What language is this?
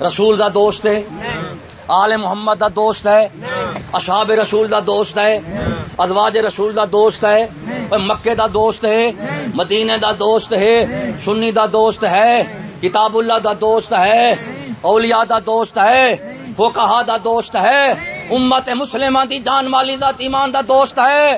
Saraiki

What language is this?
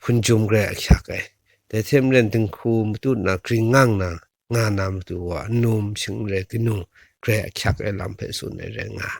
Kachin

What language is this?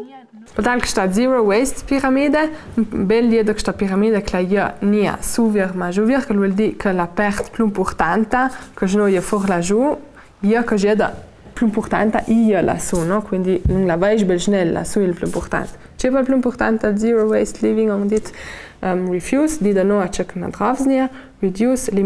Ladin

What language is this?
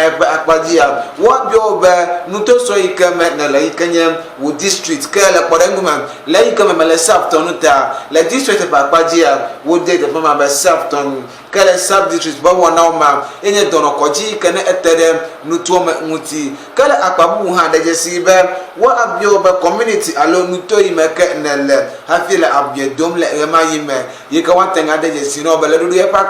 Ewe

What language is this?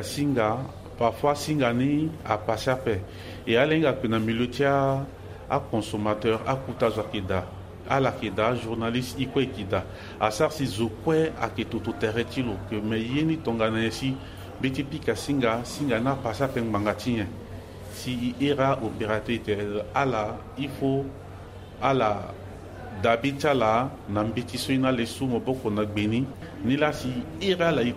Sango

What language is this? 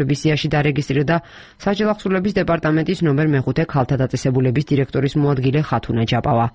Georgian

